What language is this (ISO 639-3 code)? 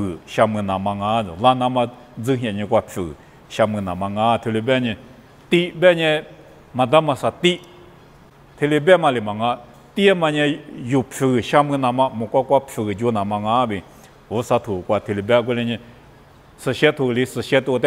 lis